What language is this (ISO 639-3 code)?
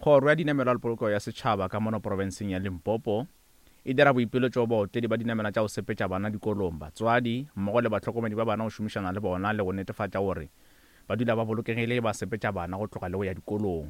nso